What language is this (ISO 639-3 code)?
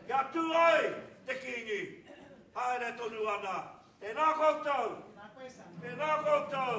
mri